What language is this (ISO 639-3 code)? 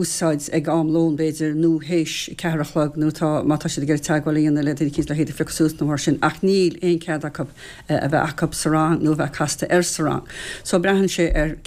gle